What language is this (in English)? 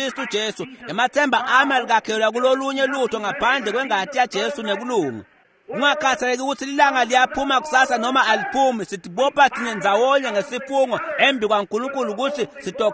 Swati